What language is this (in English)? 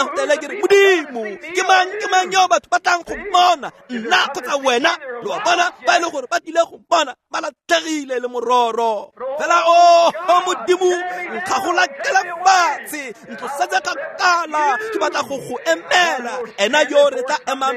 Tswana